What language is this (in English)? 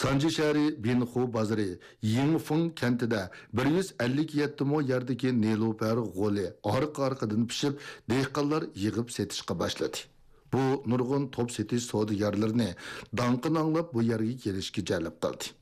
Uyghur